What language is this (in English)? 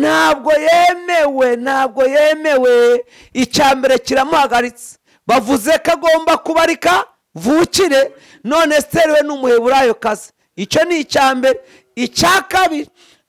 Kinyarwanda